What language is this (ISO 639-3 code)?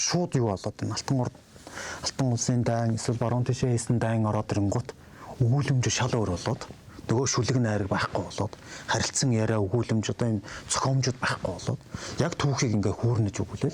mon